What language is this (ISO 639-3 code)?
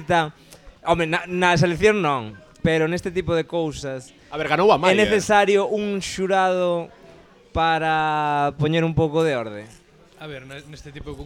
glg